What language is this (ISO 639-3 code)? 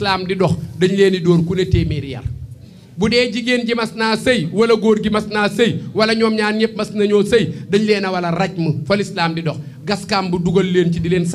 wol